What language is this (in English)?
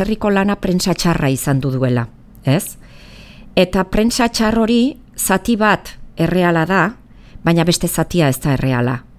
Basque